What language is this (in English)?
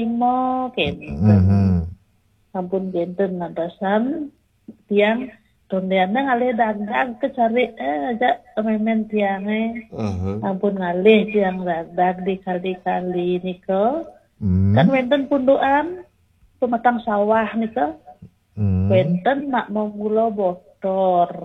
Balinese